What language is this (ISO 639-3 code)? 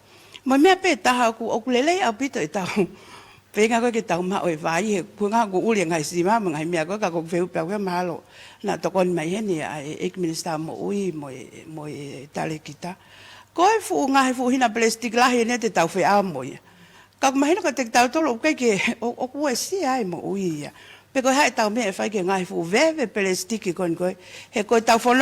ton